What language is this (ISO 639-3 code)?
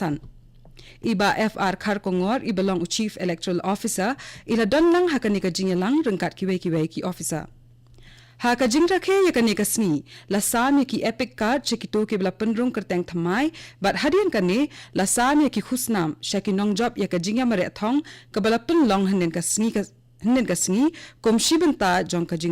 kha